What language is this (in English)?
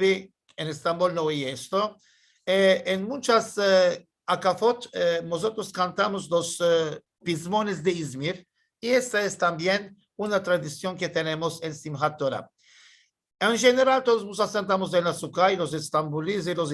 Ladino